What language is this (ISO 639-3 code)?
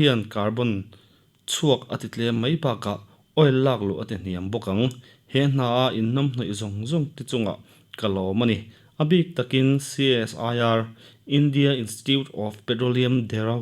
lus